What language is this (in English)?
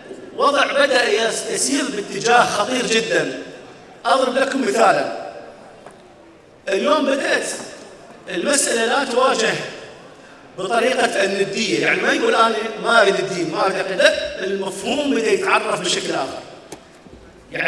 Arabic